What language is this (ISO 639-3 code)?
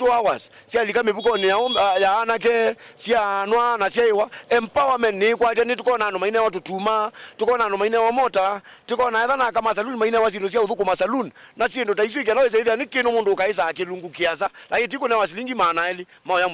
kam